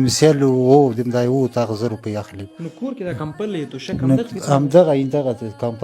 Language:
Pashto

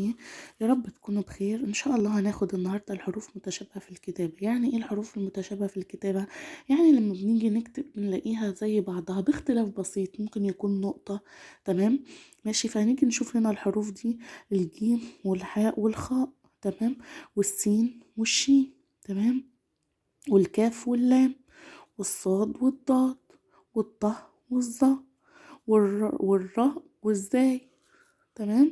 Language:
Egyptian Arabic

